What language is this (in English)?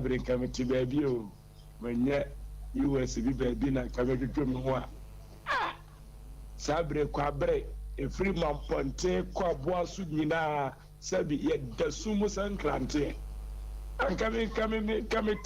Akan